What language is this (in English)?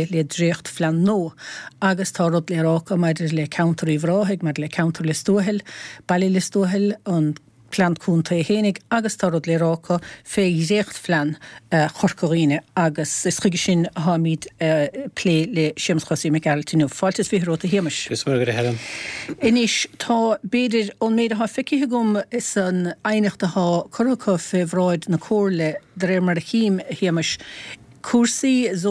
Irish